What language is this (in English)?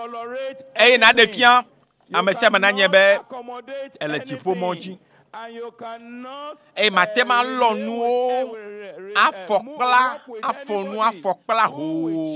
Ewe